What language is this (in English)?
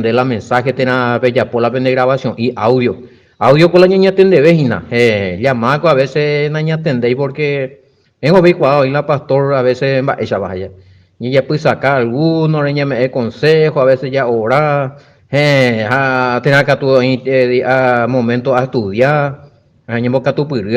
Guarani